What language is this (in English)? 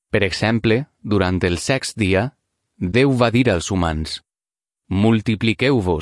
Catalan